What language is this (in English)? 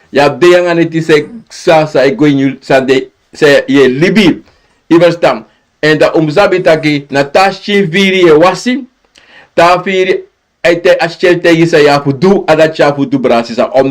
Sranan Tongo